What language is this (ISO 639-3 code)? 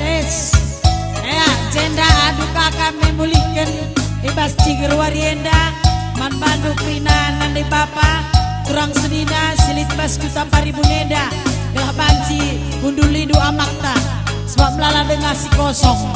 btx